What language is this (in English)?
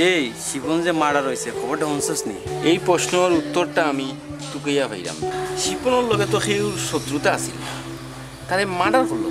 Sylheti